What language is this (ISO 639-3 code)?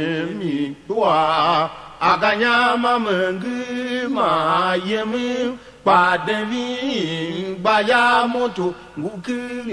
tiv